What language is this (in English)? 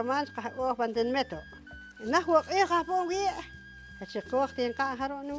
Poqomchi'